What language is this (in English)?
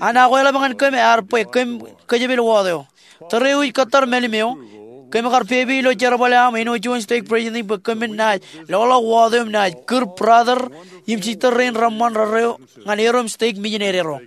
Marshallese